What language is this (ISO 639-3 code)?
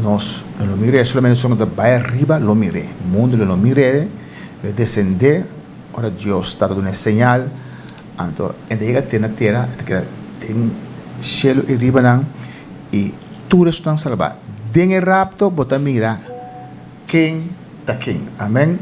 pap